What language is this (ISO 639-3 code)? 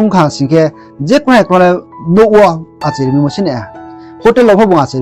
ria